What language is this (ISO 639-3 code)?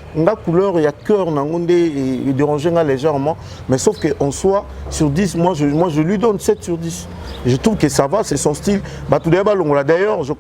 lin